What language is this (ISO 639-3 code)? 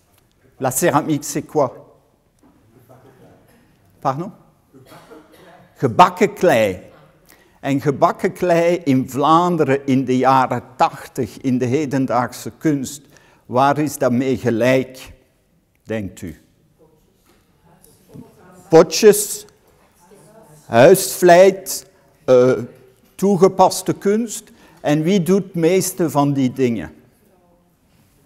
nld